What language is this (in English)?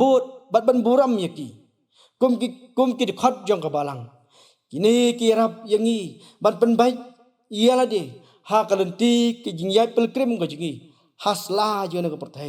Khasi